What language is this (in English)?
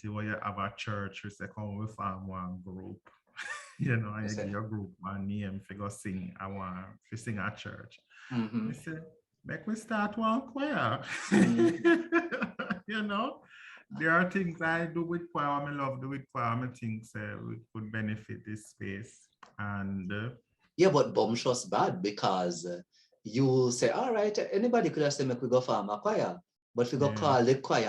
Jamaican Creole English